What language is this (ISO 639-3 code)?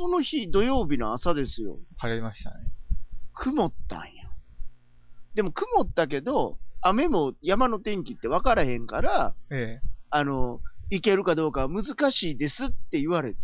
jpn